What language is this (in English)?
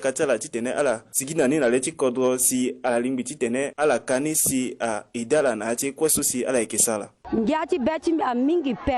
Sango